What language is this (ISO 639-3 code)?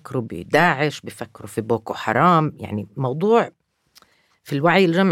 apc